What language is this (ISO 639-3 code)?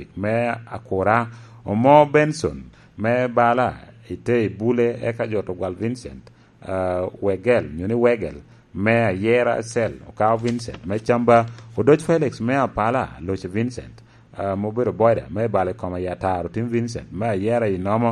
laj